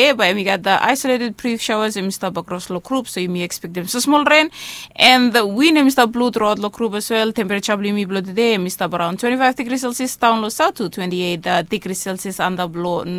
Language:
Bislama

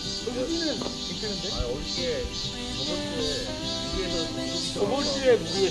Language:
Korean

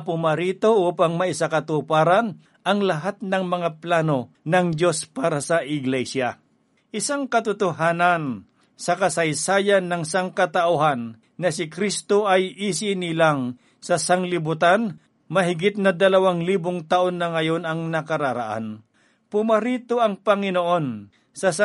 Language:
Filipino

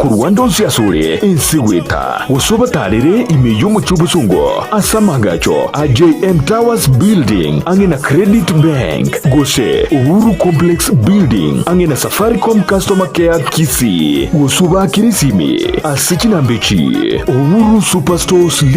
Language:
Gusii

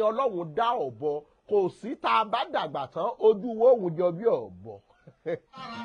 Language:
Yoruba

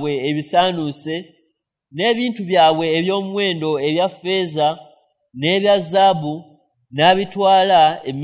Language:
Ganda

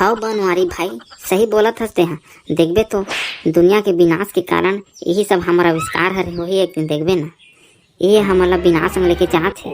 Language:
Chhattisgarhi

